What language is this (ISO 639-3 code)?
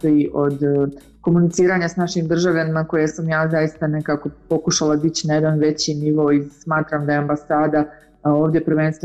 hrv